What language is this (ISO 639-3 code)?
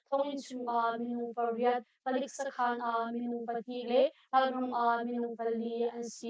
cnh